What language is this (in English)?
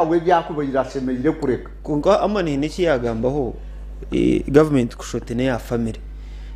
Nyankole